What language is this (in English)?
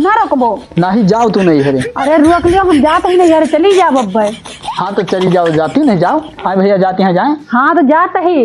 Awadhi